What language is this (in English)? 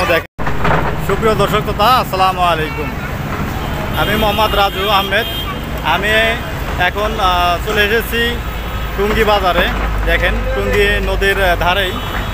Bangla